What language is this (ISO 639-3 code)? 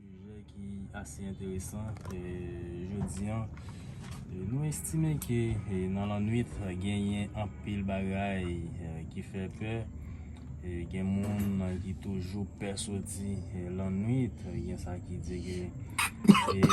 hat